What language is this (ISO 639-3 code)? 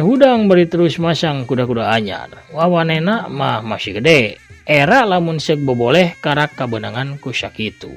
sun